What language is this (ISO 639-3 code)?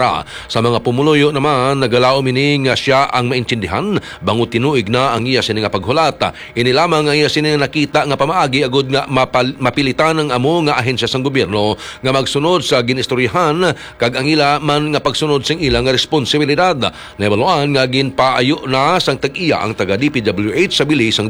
hil